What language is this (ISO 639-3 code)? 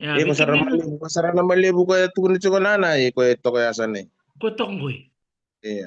fij